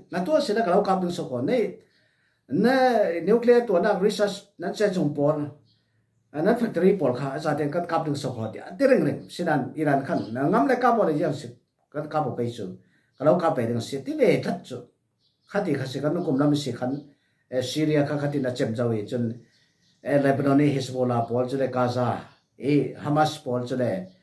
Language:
Falam Chin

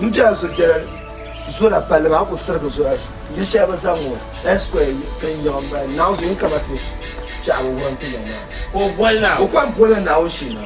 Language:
Dagbani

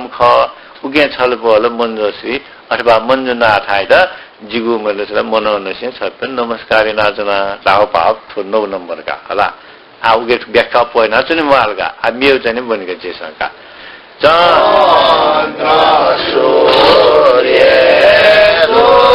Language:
Newari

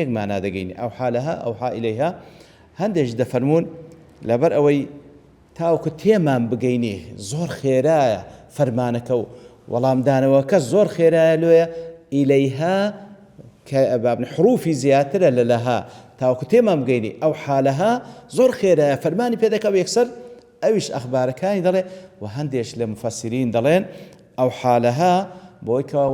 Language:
Central Kurdish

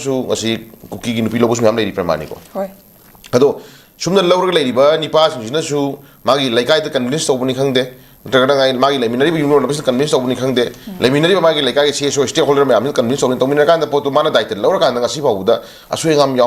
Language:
Manipuri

